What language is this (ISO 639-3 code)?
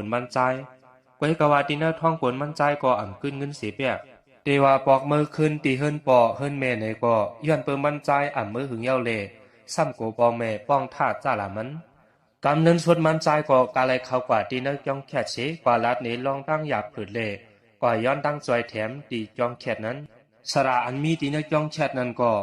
shn